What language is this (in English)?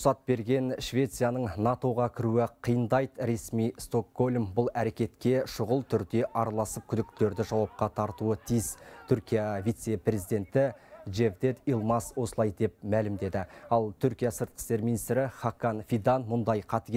Kazakh